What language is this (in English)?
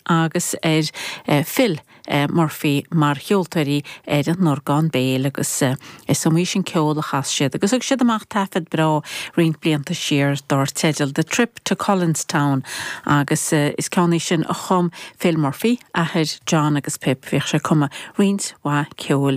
Irish